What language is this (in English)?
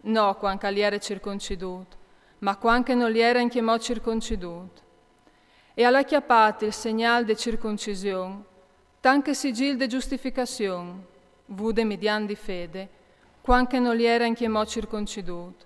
Friulian